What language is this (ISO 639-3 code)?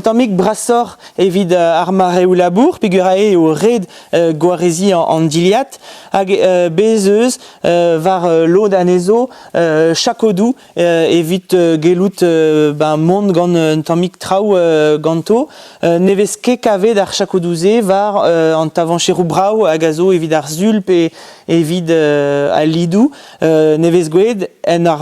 bre